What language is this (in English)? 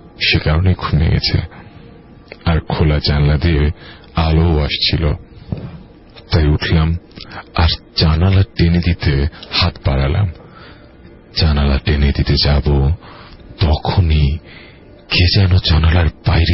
Bangla